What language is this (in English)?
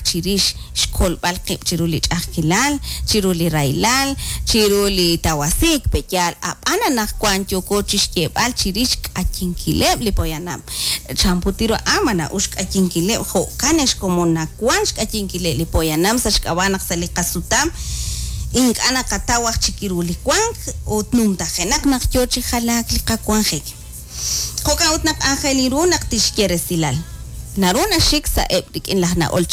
Kekchí